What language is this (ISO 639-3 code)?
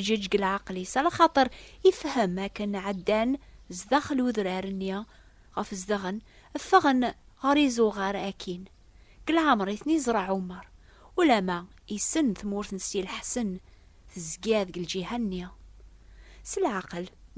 kab